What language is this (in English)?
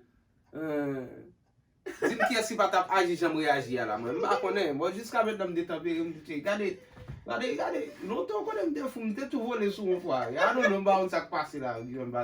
Haitian Creole